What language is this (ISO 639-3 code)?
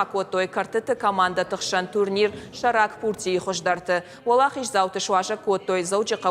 oss